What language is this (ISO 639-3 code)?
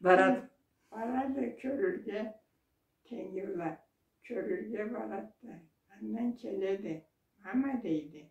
krc